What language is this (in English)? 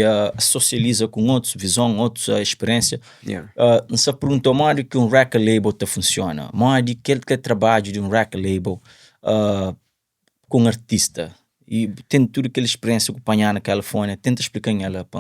Kabuverdianu